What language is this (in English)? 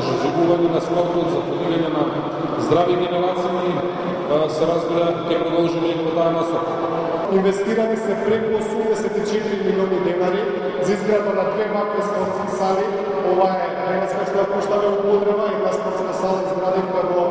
Macedonian